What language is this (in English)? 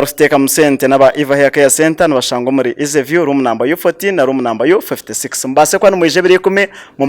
Nyankole